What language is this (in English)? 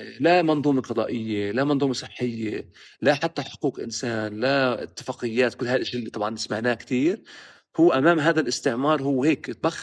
North Levantine Arabic